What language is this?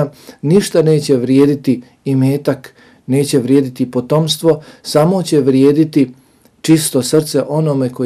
Bosnian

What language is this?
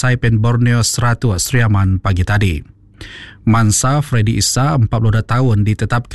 Iban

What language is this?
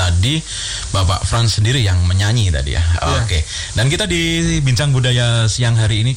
Indonesian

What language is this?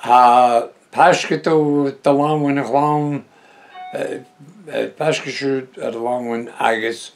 Breton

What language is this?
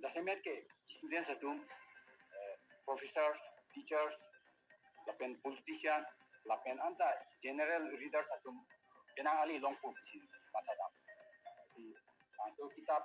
Karbi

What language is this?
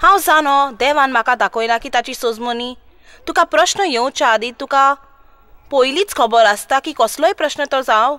Konkani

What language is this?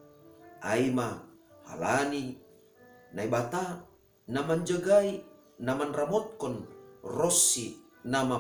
Batak Simalungun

